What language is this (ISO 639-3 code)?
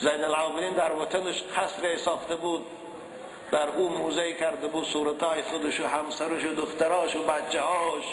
tgk